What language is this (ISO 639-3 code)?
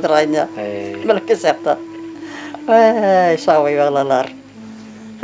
bak